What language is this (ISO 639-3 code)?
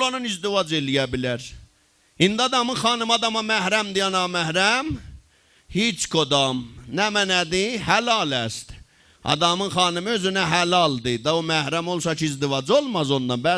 azb